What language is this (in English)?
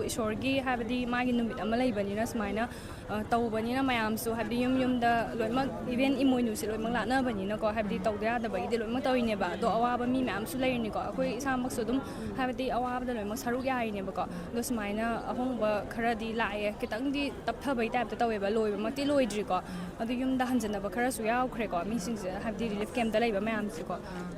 Manipuri